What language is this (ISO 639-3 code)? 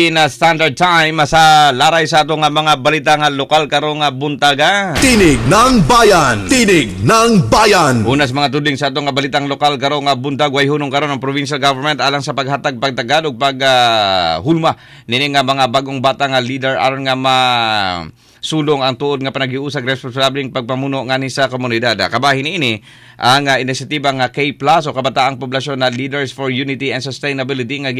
ceb